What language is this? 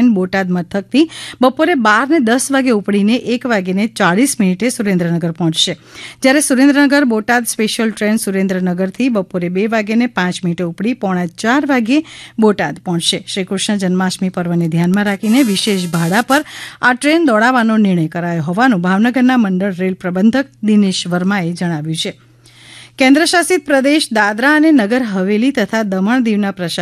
Gujarati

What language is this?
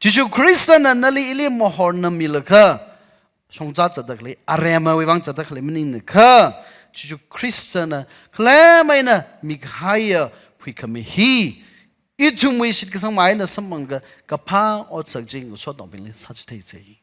Tangkhul Naga (India)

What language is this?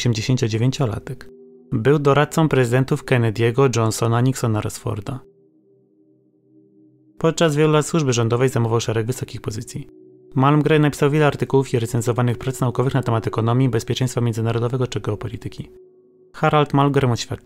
Polish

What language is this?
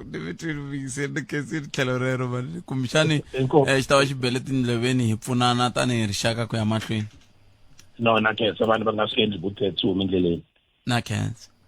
Tsonga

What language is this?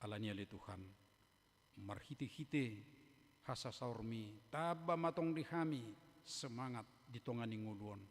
Batak Toba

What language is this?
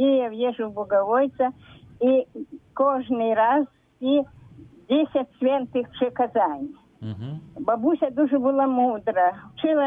Ukrainian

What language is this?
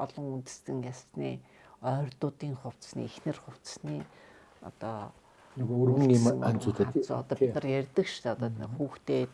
Mongolian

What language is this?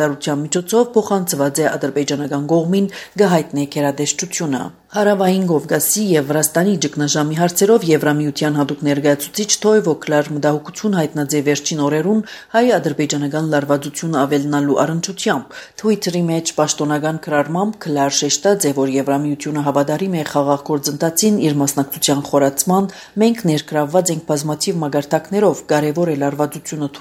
Armenian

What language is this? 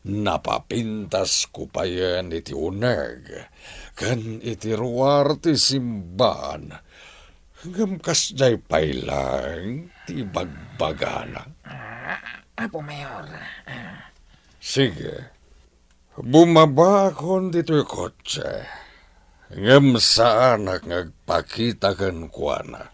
Iloko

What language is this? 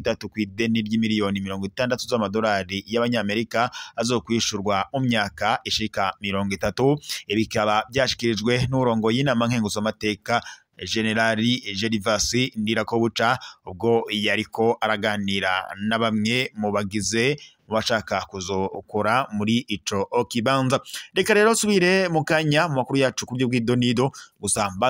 Rundi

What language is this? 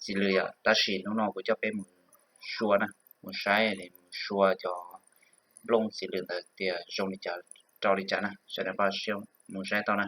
Hmong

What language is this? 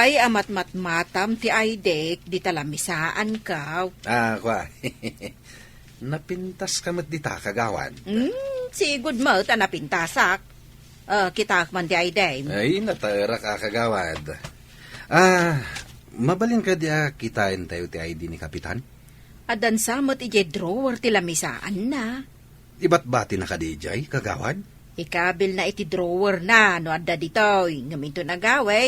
Iloko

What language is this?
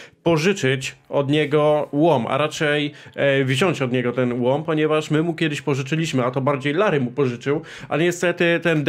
Polish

